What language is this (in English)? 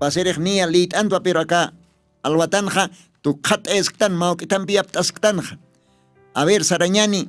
Aymara